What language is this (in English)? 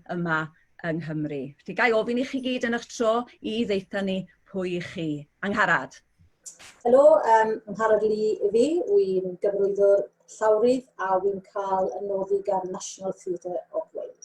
Welsh